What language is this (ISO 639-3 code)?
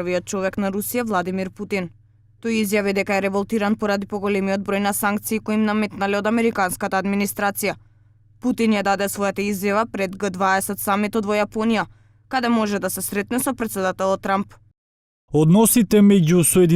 mkd